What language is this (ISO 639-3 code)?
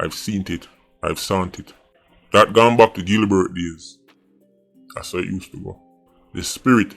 jam